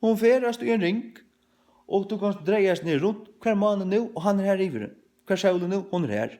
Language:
Faroese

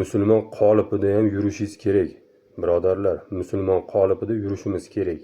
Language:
Uzbek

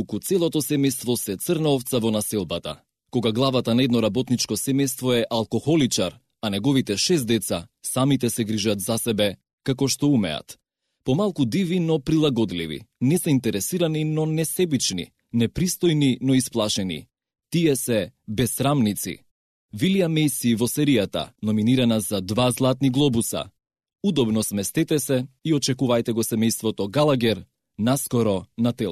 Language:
Macedonian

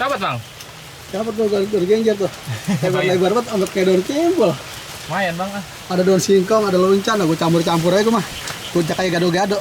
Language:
Betawi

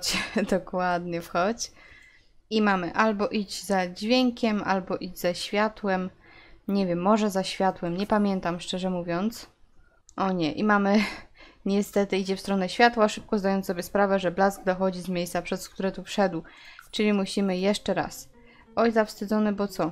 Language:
Polish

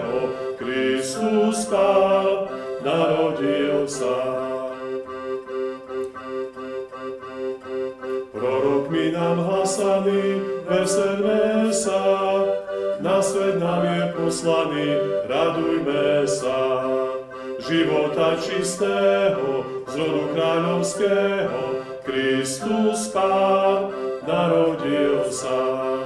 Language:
Slovak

